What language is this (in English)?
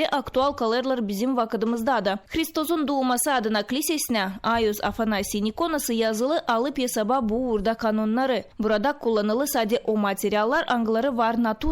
Gagauz